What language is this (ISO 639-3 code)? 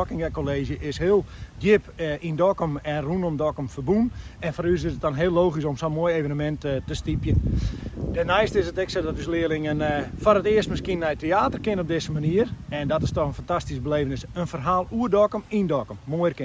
fry